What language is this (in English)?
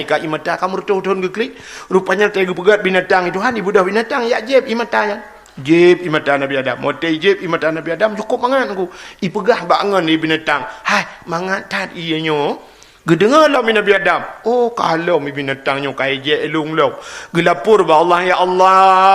Achinese